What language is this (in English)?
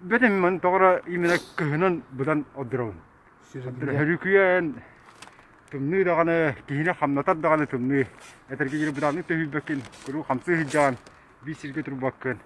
Yakut